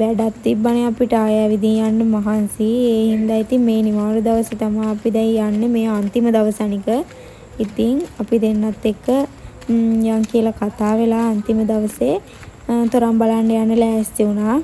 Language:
Sinhala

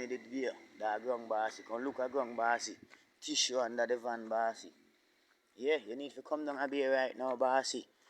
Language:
Jamaican Creole English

